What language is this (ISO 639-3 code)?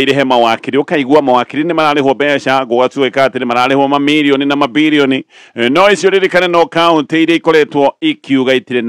kik